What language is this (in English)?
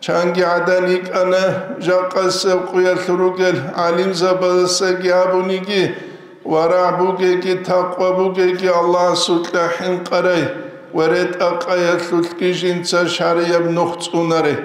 Avaric